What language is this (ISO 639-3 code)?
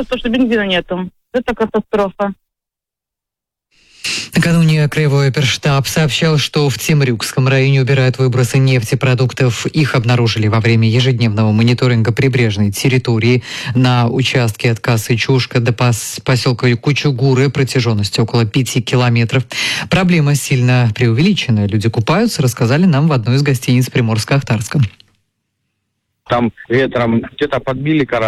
rus